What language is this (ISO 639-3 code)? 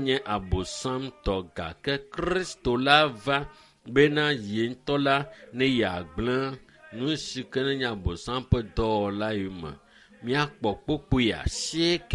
ewe